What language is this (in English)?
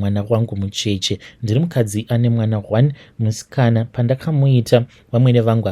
Shona